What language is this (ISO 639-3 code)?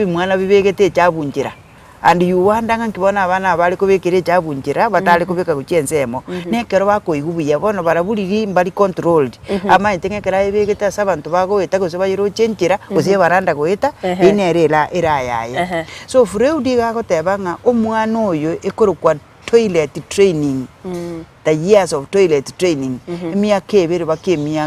guz